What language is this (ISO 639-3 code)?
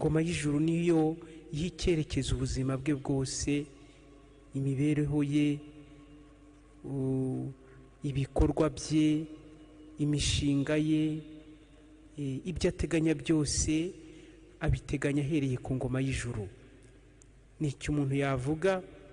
kin